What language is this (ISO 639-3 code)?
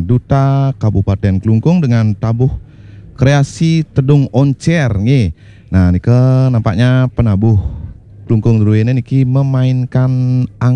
ban